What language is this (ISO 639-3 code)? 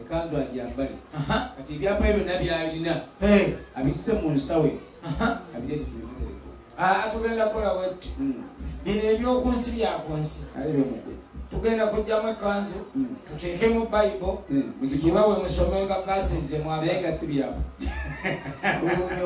lug